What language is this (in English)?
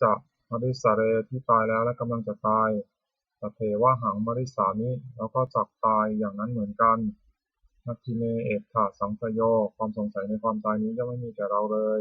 Pali